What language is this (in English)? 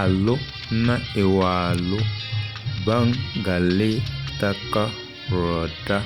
Tem